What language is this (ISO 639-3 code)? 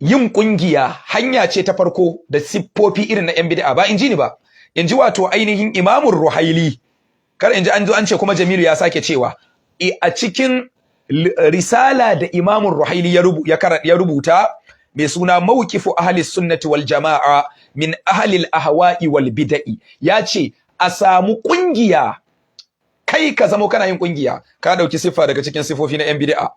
hau